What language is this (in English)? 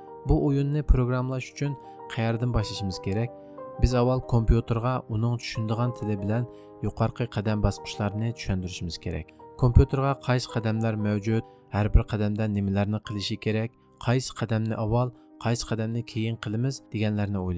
Uyghur